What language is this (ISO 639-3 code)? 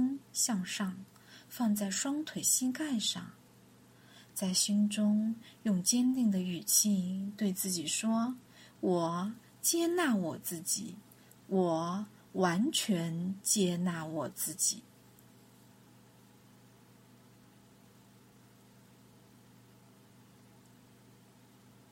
zho